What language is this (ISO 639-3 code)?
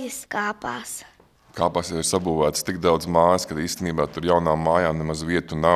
lav